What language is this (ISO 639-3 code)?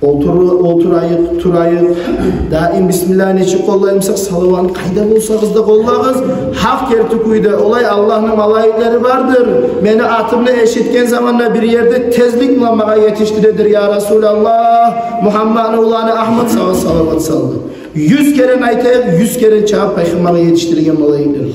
kum